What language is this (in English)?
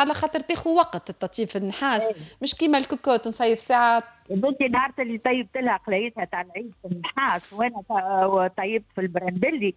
Tunisian Arabic